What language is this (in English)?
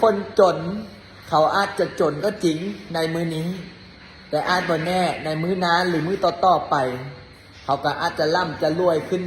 Lao